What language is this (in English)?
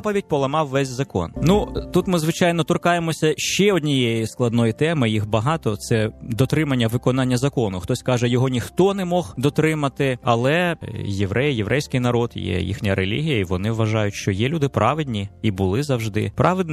Ukrainian